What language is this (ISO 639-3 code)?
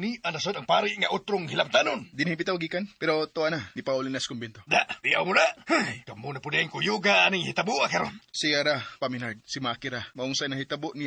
ceb